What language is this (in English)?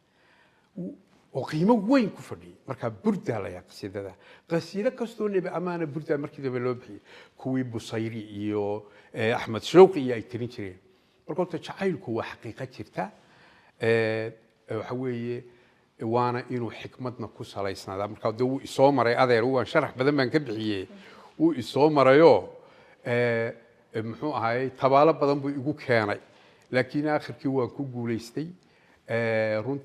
Somali